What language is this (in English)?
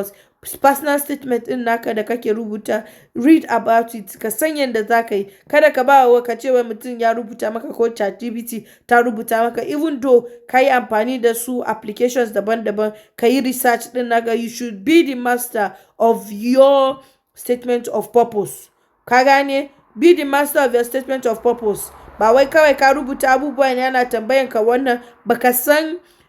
Hausa